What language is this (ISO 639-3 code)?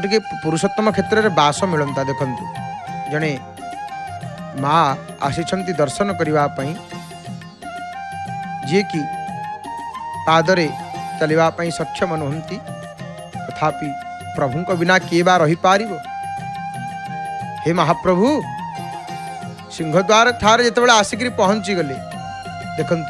ori